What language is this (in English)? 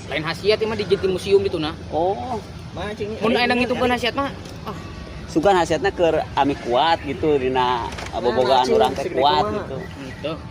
Sundanese